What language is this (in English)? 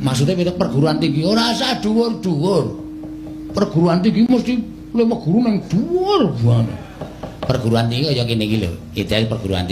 Javanese